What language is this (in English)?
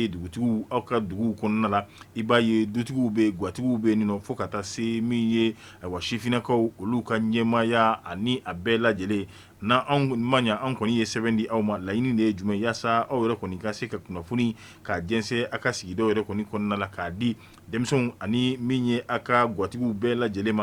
Bambara